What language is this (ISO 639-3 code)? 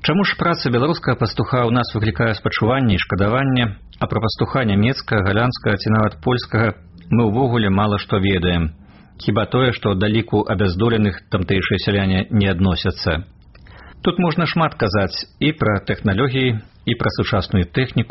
bel